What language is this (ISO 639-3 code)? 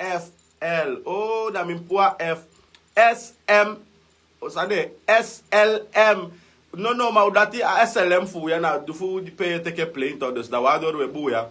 srn